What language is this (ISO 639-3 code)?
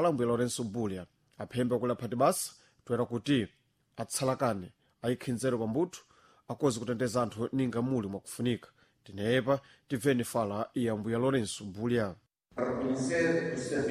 seh